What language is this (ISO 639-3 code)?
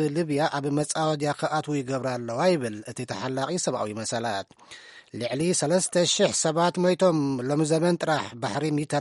tir